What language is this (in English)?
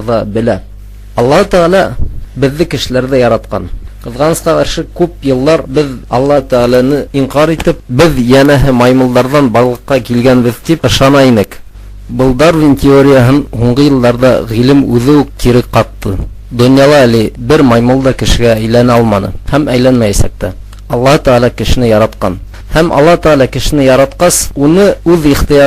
Bashkir